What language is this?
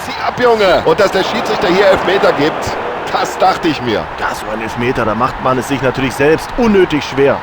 Bavarian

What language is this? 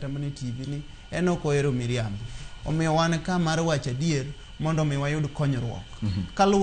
Luo (Kenya and Tanzania)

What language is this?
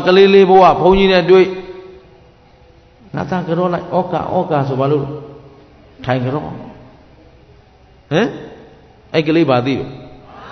Burmese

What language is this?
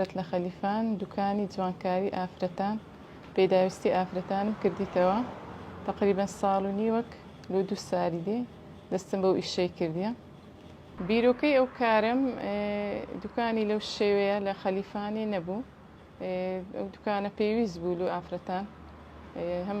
Central Kurdish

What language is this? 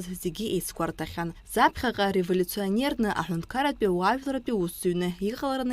Abkhazian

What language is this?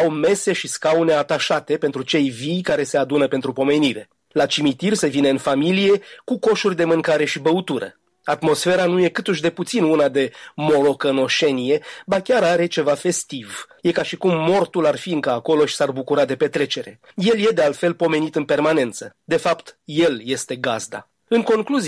Romanian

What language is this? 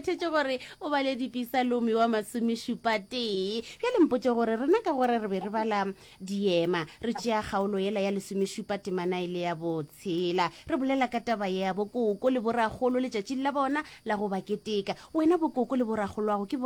Northern Sotho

